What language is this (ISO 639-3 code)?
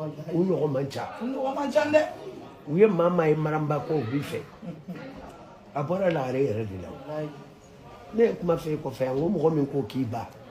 bam